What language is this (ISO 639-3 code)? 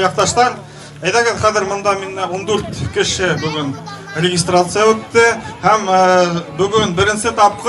bak